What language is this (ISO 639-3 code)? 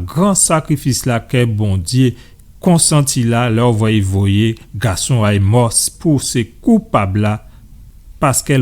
gcf